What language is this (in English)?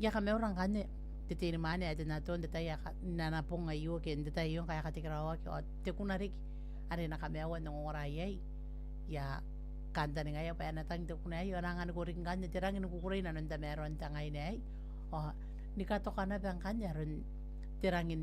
Gilbertese